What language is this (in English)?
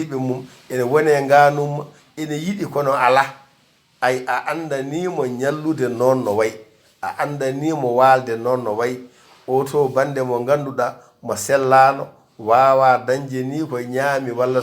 Fula